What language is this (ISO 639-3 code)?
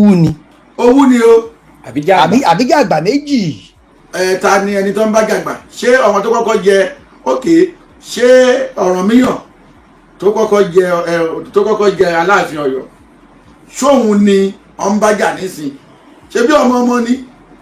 yor